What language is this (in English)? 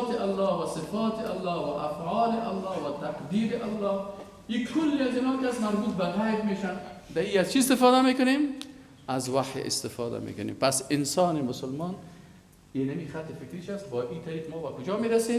Persian